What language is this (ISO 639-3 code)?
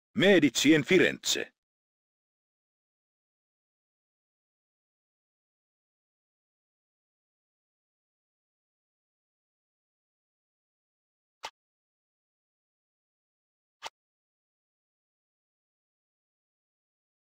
fin